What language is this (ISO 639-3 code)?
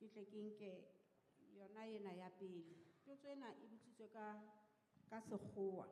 sot